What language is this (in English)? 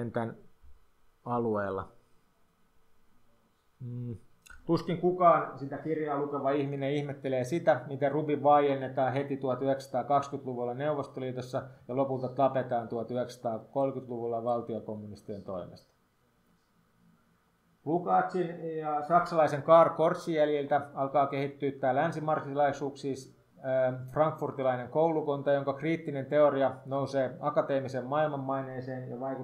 Finnish